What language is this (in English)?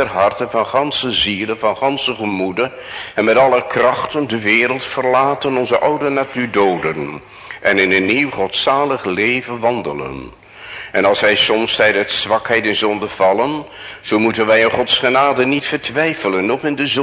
Dutch